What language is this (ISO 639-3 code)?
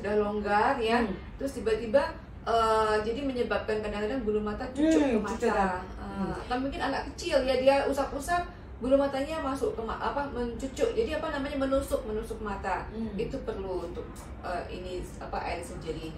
msa